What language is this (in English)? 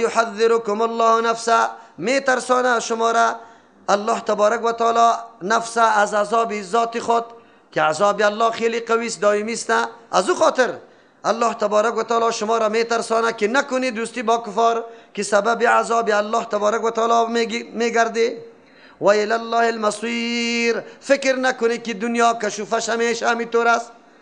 Persian